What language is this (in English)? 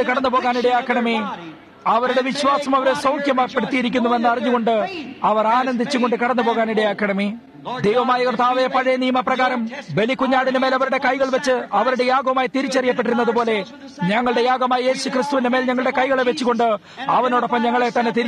Malayalam